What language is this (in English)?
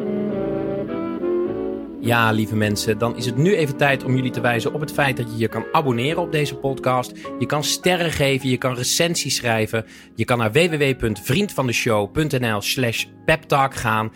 Dutch